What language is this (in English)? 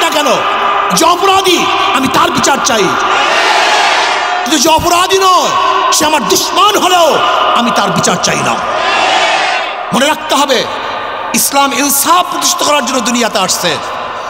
Bangla